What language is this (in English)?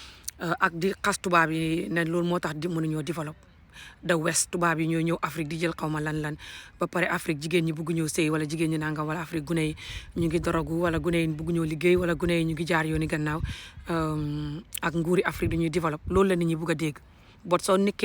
Wolof